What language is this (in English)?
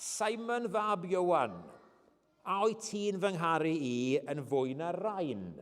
Welsh